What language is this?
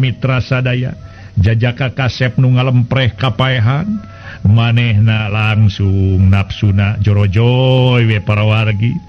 Sundanese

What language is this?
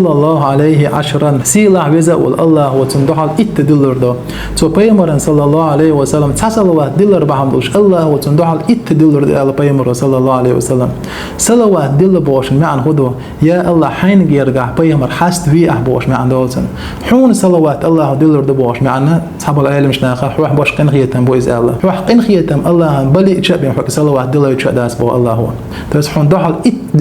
Chechen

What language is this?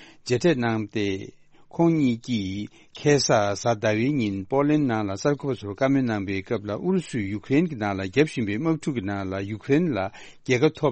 Tibetan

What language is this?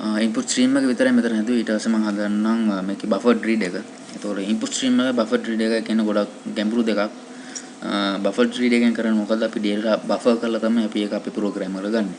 Sinhala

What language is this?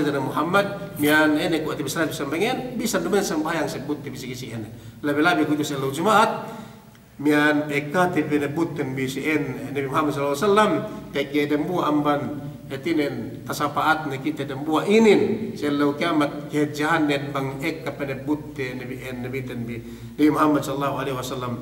Yakan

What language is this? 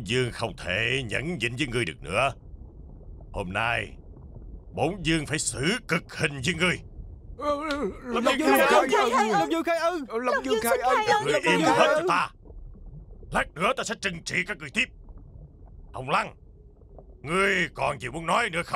Vietnamese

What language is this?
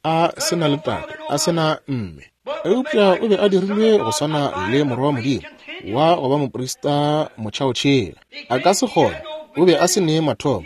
Northern Sotho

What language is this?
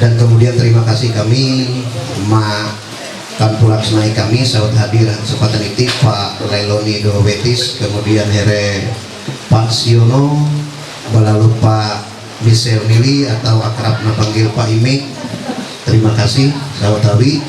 Ma'anyan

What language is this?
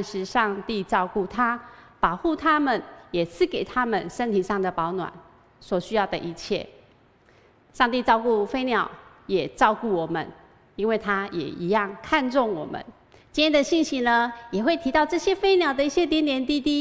Chinese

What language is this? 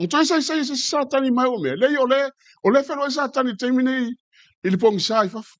Samoan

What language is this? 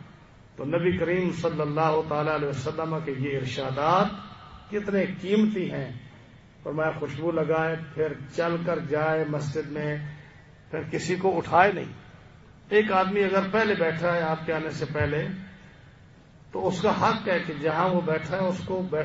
Urdu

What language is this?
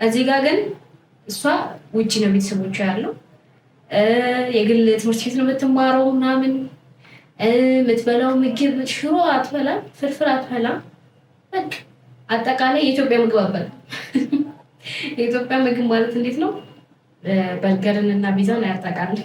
Amharic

